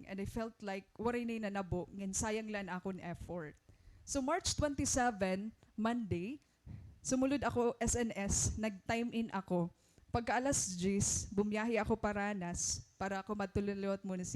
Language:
Waray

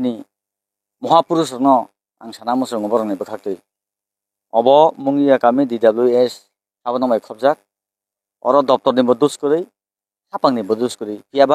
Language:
Kok Borok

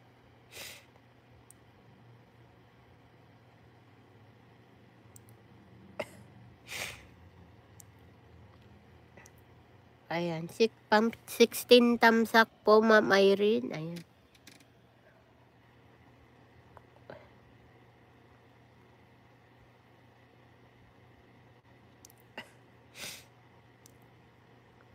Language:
Filipino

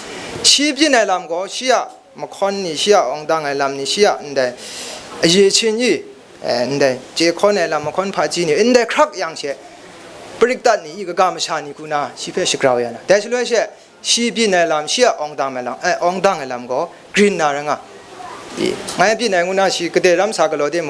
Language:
Kachin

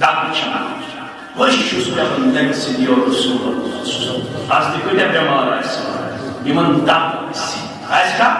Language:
Kashmiri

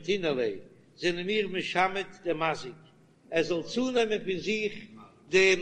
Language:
Yiddish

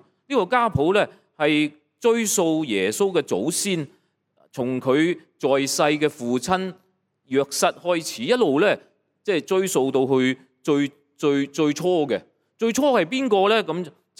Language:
Cantonese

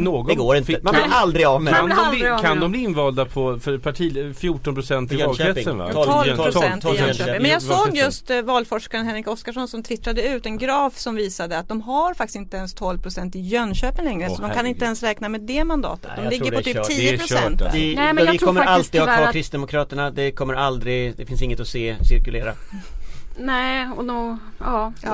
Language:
Swedish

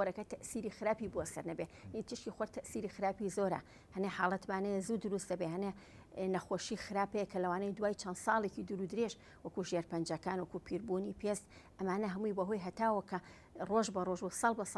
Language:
Central Kurdish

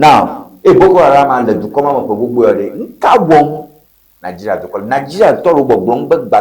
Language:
Ewe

